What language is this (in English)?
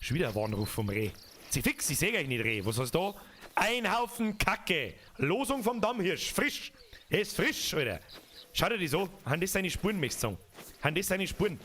Bavarian